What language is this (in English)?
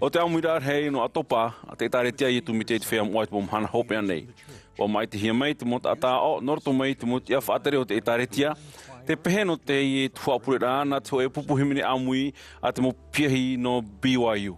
Tahitian